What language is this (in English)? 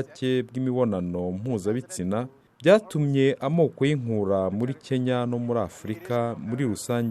Kinyarwanda